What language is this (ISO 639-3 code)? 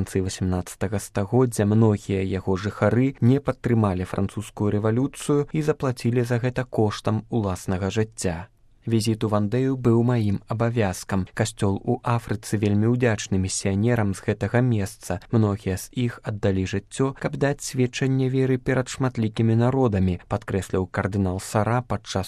bel